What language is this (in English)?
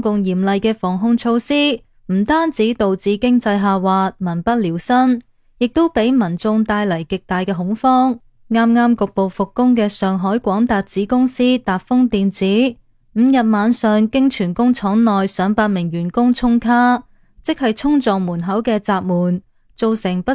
Cantonese